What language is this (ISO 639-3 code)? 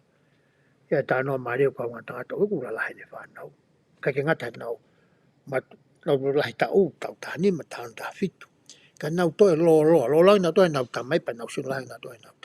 ton